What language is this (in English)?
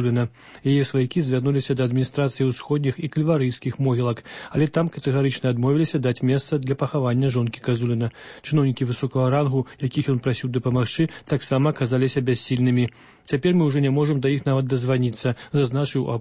Belarusian